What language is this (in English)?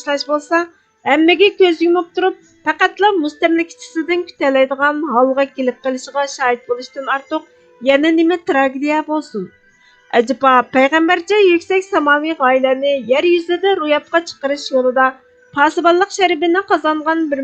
Uyghur